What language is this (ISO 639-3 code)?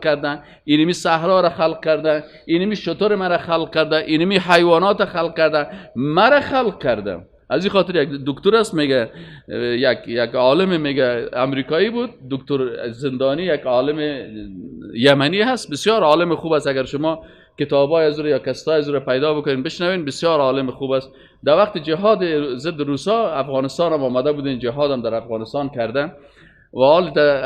fas